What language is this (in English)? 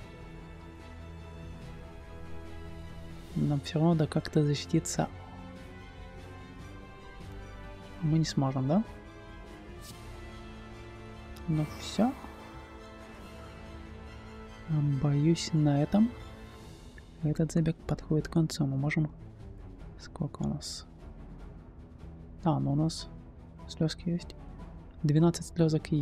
Russian